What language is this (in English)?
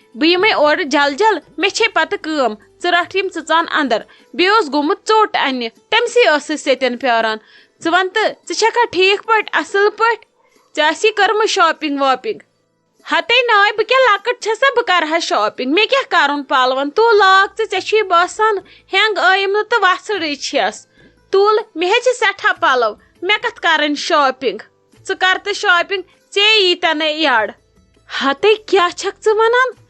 Kashmiri